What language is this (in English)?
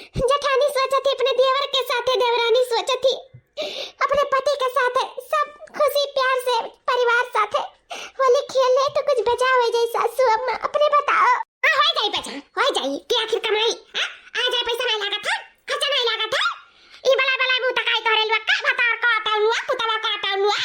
Awadhi